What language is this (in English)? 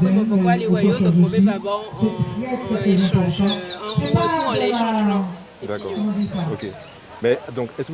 Guadeloupean Creole French